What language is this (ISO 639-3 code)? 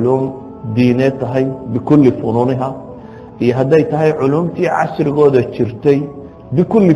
som